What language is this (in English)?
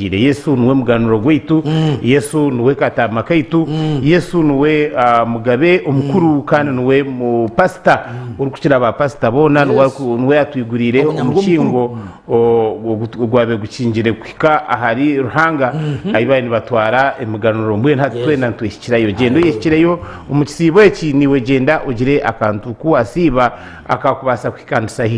Nyankole